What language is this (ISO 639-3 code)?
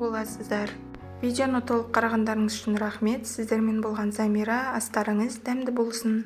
kaz